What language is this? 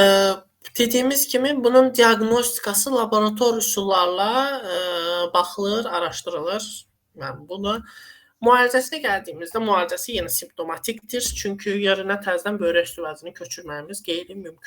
Azerbaijani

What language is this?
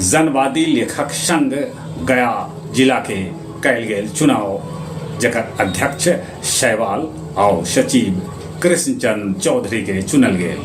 Magahi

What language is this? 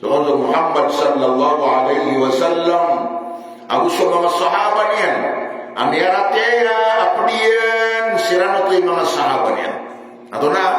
Maranao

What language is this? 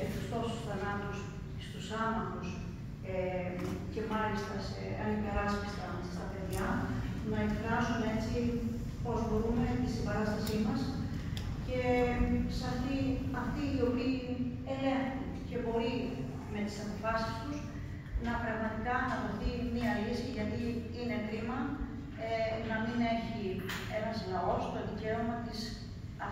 Greek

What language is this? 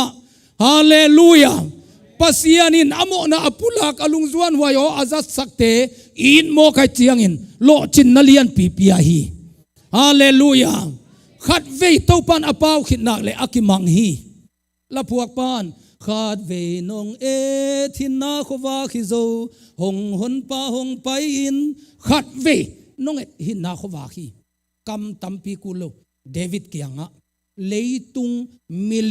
Tedim Chin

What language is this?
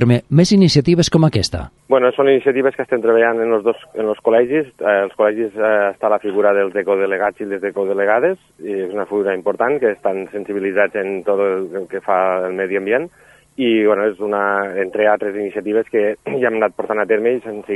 Catalan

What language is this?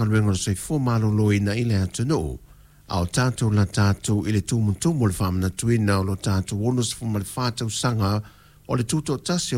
Samoan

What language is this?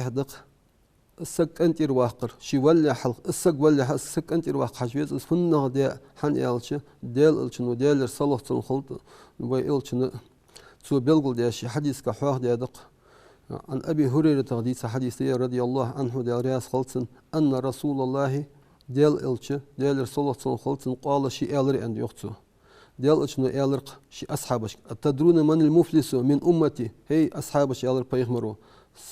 Ingush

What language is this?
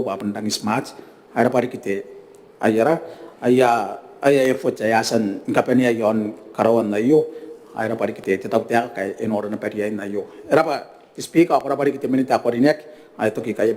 Gilbertese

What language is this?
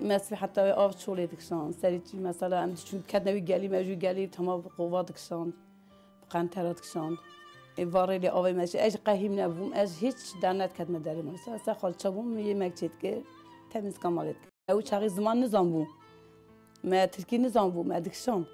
Kurdish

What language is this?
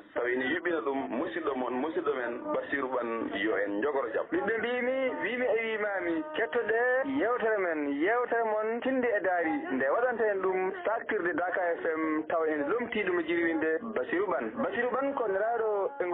Fula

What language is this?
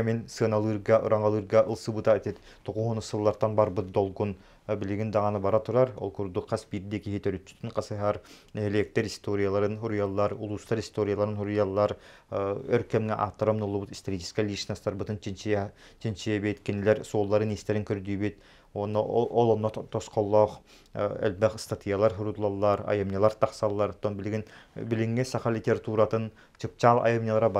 Yakut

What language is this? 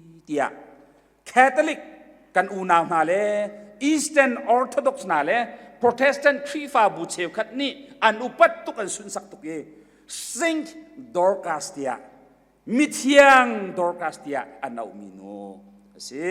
Hakha Chin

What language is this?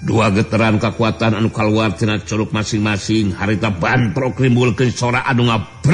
Sundanese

